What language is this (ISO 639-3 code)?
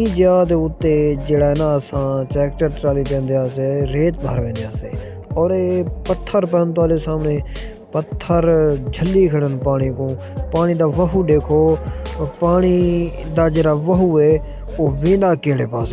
skr